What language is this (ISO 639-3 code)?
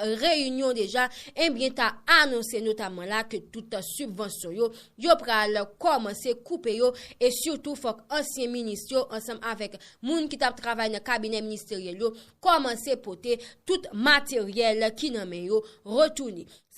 hat